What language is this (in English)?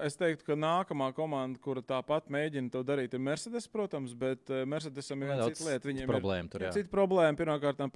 Latvian